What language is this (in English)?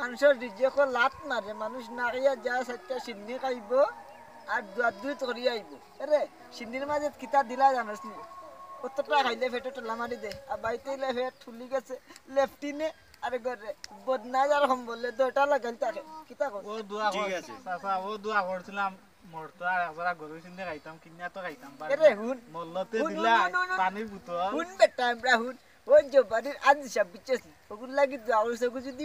Sylheti